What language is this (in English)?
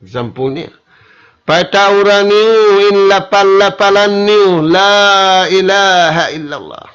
Tausug